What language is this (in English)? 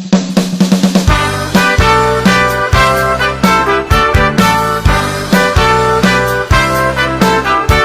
Konkani